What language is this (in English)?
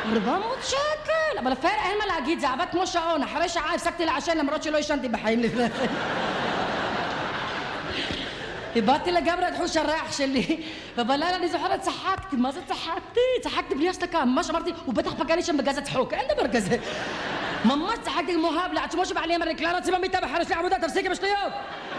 Hebrew